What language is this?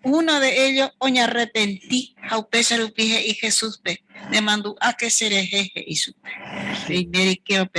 Guarani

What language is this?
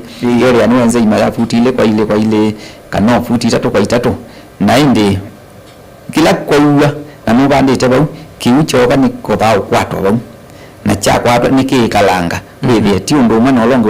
Kamba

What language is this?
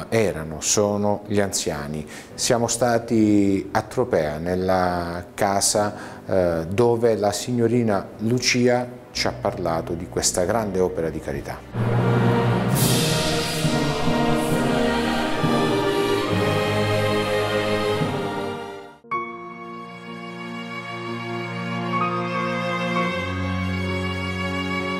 Italian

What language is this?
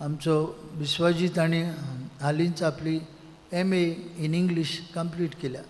Konkani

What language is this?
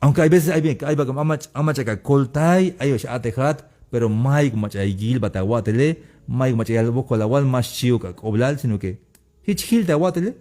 Tzeltal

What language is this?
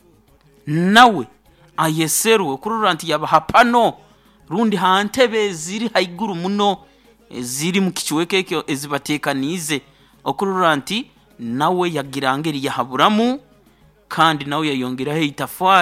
Nyoro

